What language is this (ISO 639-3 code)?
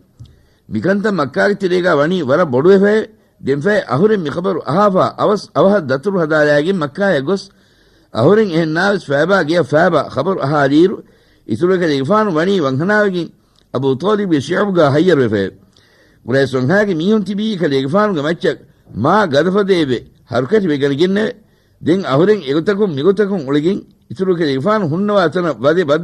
div